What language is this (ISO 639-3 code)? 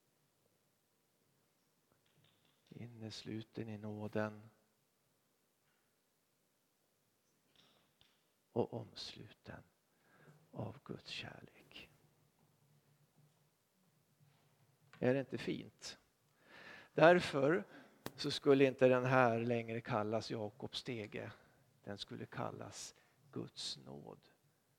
swe